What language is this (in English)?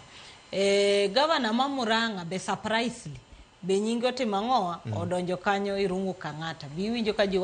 Luo (Kenya and Tanzania)